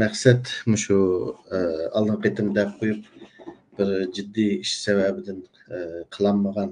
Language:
Uyghur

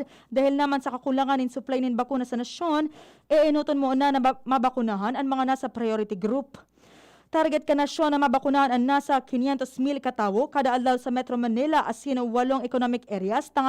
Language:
Bikol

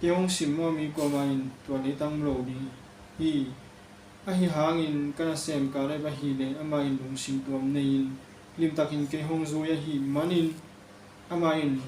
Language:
Tedim Chin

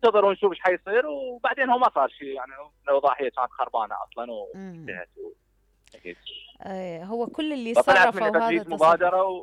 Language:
Mesopotamian Arabic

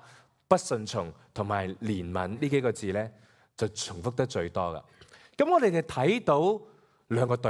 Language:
Cantonese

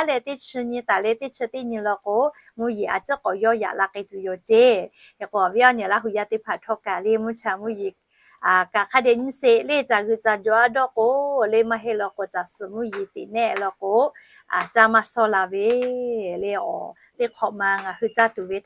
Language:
Lahu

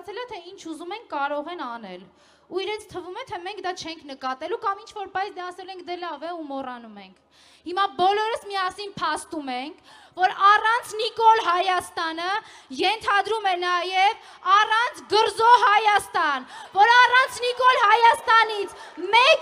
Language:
Armenian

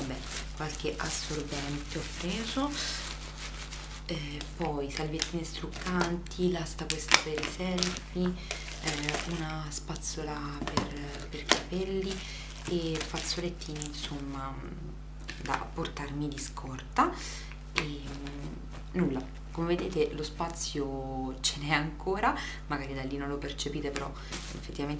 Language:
Italian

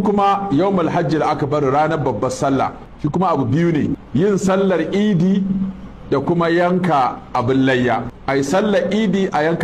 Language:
Hausa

